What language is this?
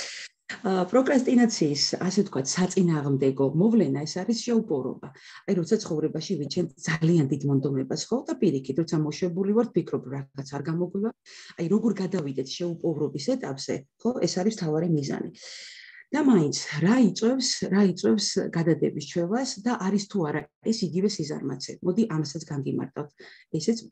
Georgian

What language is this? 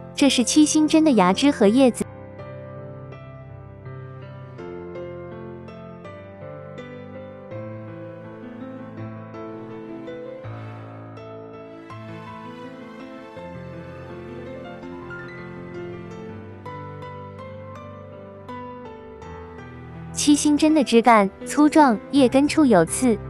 Chinese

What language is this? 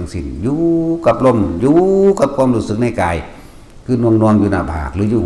Northeastern Thai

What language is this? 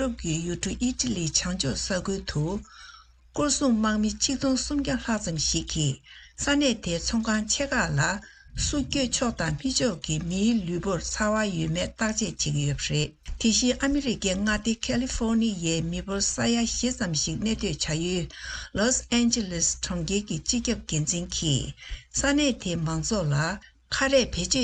Tibetan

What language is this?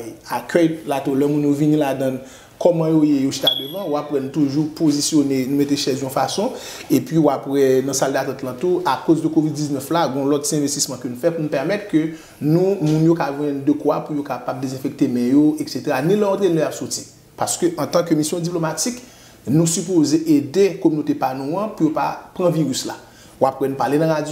Haitian Creole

